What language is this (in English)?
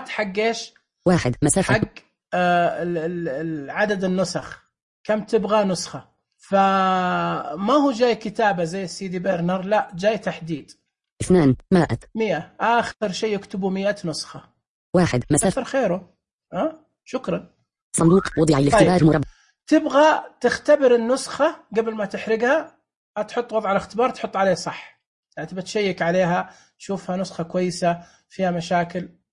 Najdi Arabic